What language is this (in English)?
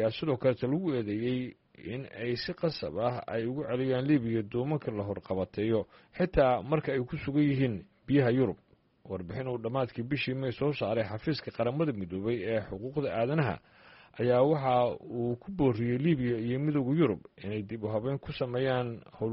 Somali